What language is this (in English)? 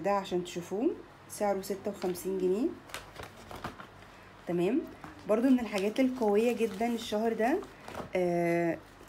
Egyptian Arabic